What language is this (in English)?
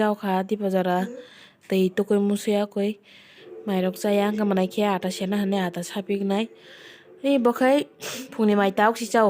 Kok Borok